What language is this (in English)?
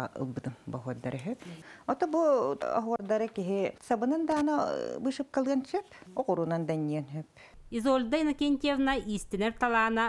Yakut